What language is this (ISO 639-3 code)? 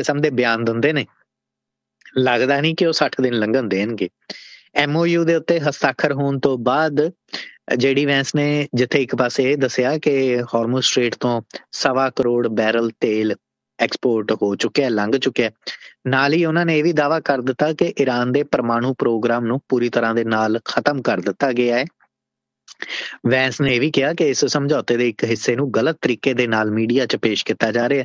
pan